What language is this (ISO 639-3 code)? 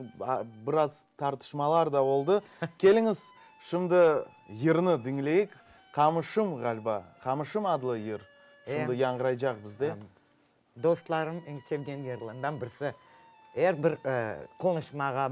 crh